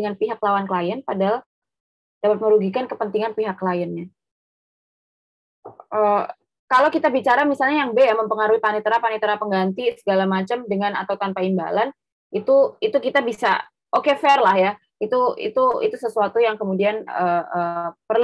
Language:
Indonesian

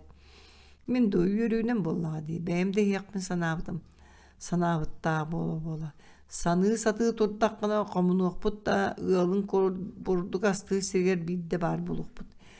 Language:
Yakut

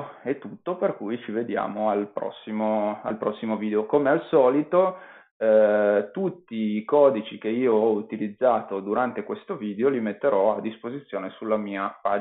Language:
Italian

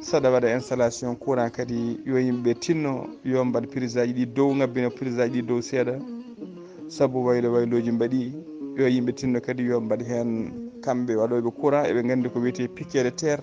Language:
Fula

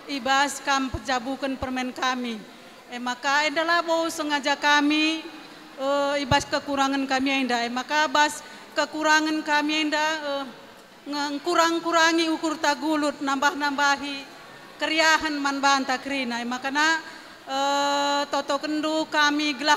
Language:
Batak Karo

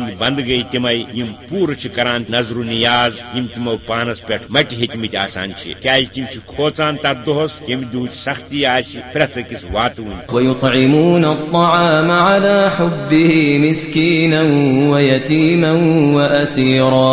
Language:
Kashmiri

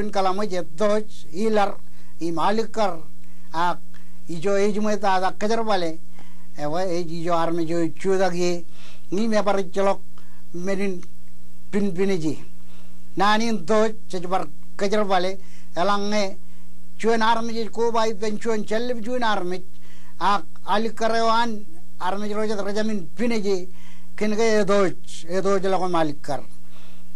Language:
Marshallese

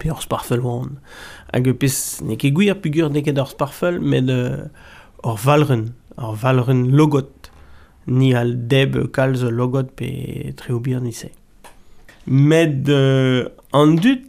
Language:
Breton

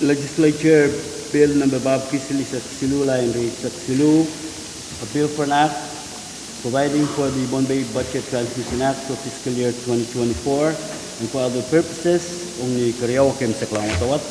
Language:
Pohnpeian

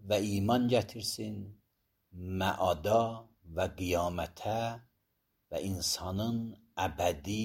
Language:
Azerbaijani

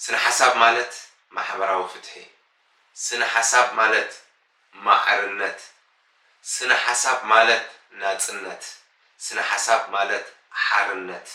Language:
Tigrinya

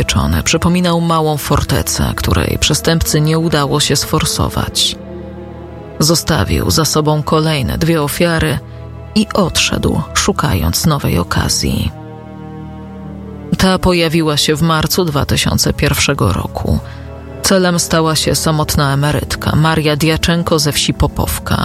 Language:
Polish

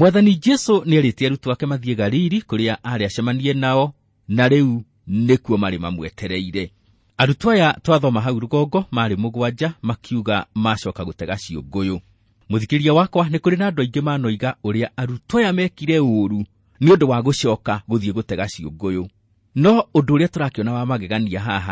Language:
Kikuyu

